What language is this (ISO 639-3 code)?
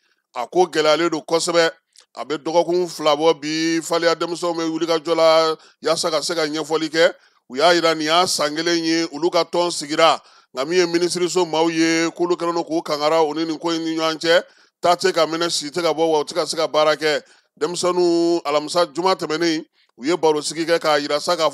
bam